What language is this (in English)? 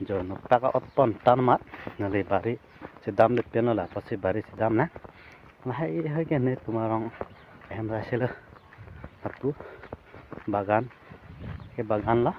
Karbi